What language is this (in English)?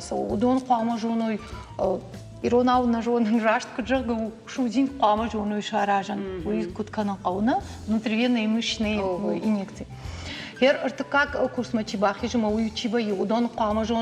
Ossetic